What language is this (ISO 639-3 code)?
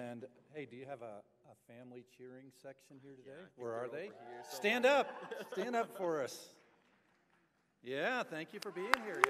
eng